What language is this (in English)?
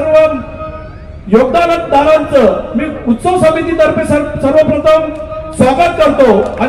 Marathi